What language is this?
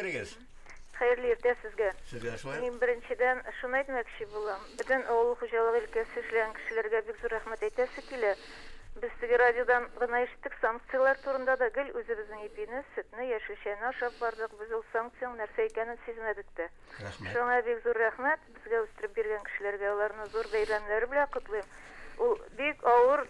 Tatar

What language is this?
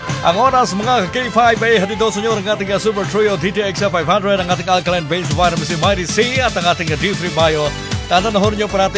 Filipino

